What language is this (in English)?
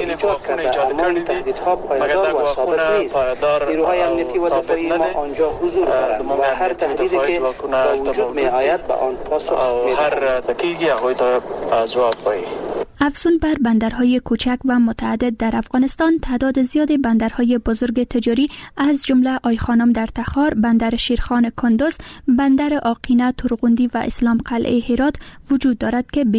Persian